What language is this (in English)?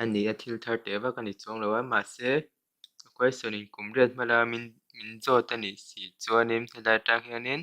Mizo